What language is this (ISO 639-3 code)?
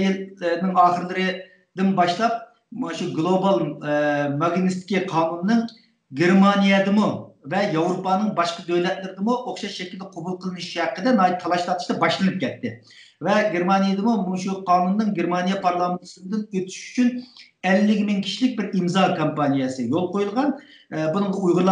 uig